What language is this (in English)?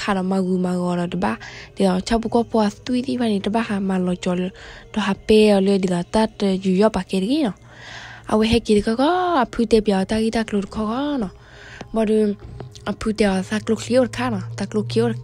S'gaw Karen